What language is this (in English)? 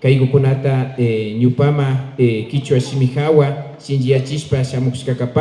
Imbabura Highland Quichua